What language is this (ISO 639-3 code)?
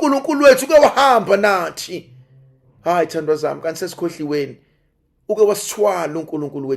zul